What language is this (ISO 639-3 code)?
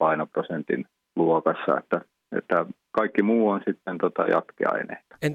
fin